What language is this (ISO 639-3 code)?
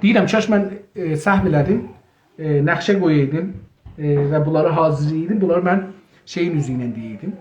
azb